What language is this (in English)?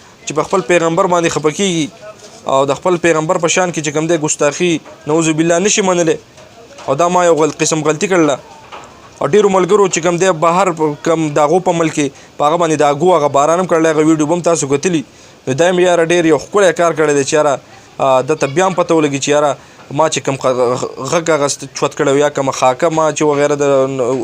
Pashto